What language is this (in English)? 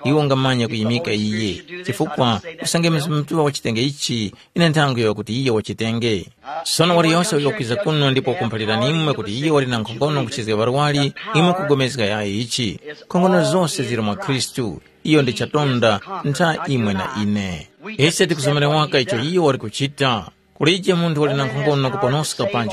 Tumbuka